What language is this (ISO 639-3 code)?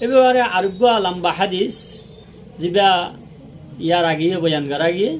rhg